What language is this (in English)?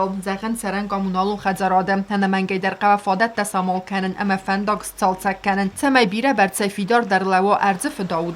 Ossetic